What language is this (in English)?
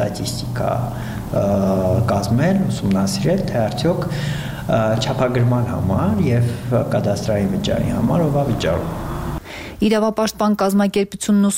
Armenian